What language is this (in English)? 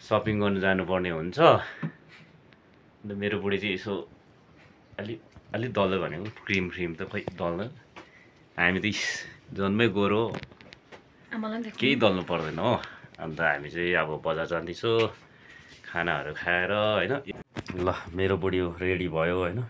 Nepali